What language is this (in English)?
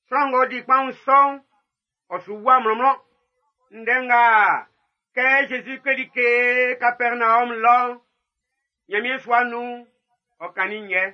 Baoulé